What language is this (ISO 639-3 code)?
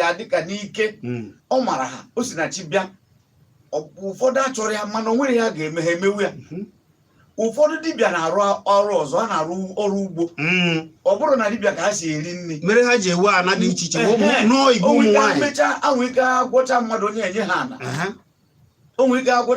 ibo